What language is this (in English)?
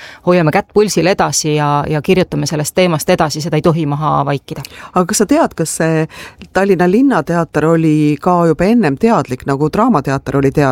Estonian